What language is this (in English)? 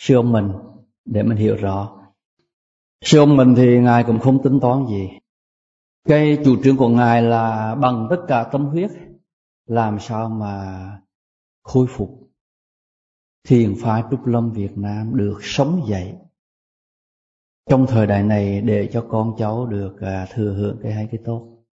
Vietnamese